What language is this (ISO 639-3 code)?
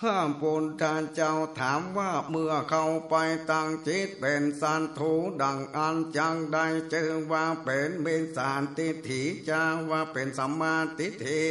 nod